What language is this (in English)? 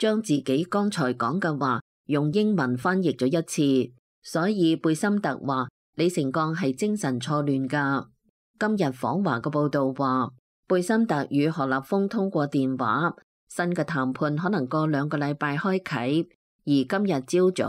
Cantonese